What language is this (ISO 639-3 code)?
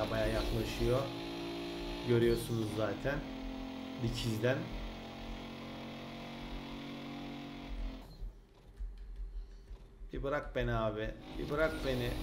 tur